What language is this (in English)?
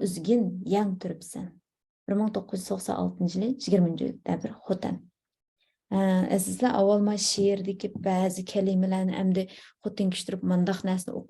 Uyghur